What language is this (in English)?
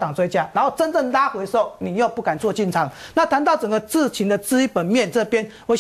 Chinese